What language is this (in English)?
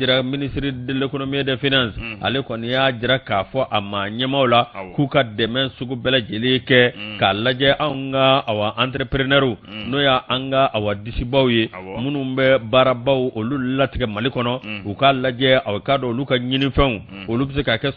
Bambara